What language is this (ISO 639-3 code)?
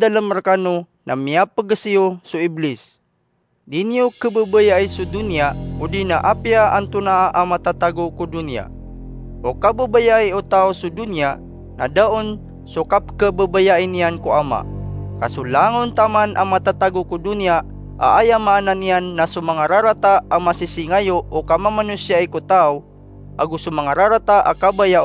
mrw